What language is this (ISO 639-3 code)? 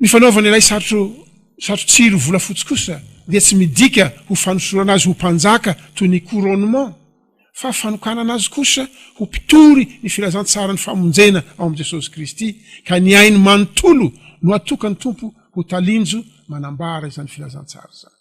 mlg